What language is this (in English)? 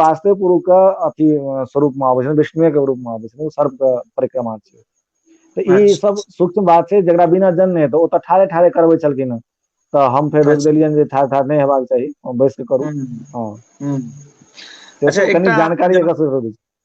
Maithili